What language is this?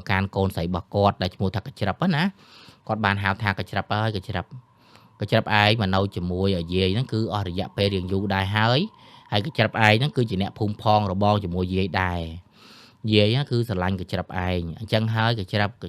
Khmer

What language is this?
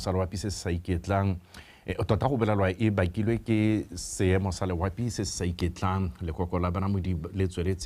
Tswana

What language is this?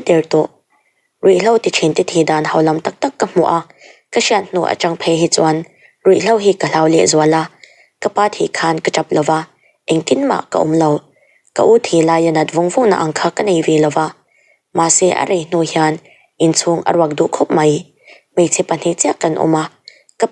Mizo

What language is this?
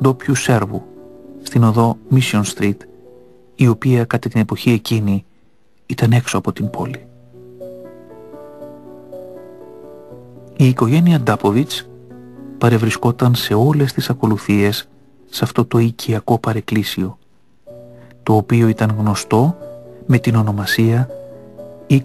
Greek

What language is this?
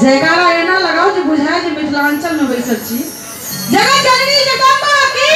Maithili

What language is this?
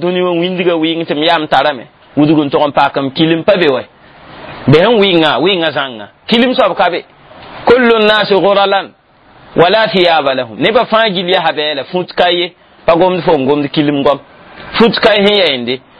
Mossi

